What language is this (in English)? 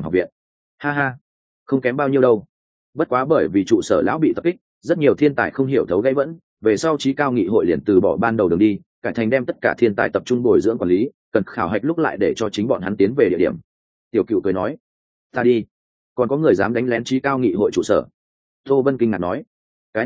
Vietnamese